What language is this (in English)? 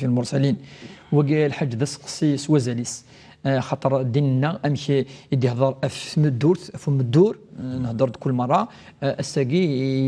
Kabyle